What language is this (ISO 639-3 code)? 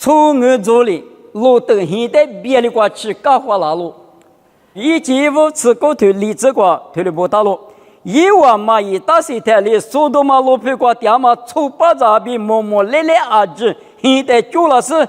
lis